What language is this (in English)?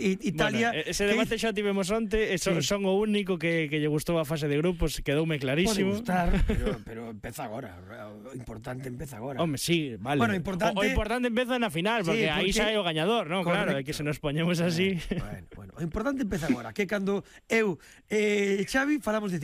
Galician